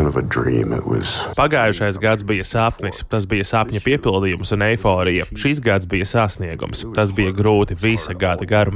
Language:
Latvian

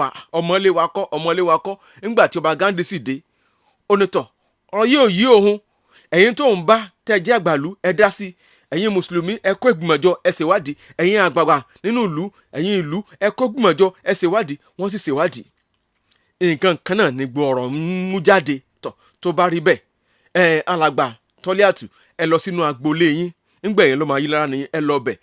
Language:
Yoruba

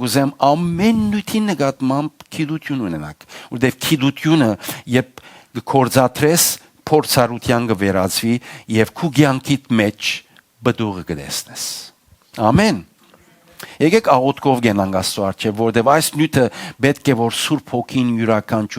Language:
Western Armenian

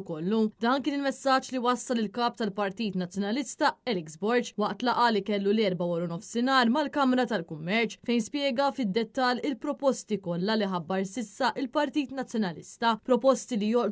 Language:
Maltese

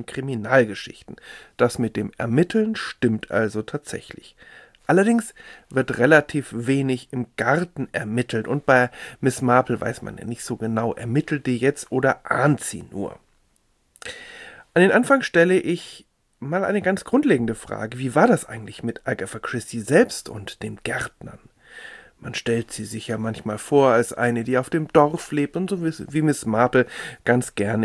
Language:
German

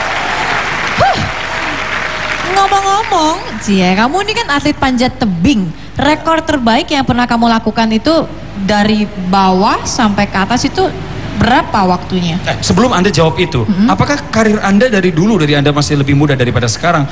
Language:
Indonesian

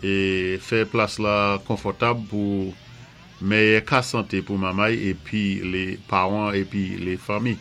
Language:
Saint Lucian Creole French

